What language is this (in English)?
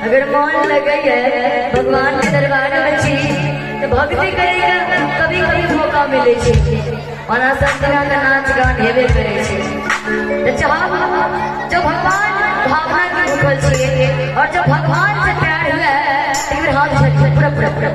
Maithili